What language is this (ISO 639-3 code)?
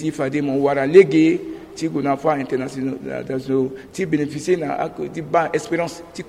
sag